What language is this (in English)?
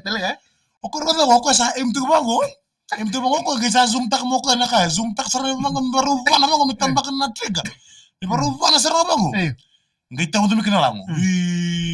Fijian